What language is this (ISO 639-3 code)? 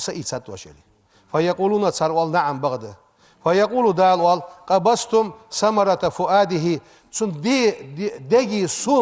inh